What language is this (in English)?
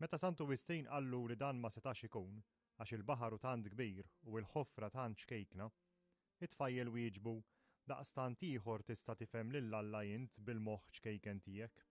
Maltese